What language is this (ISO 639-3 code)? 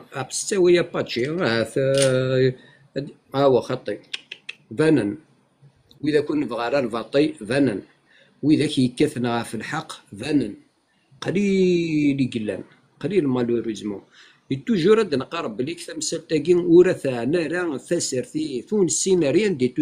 kab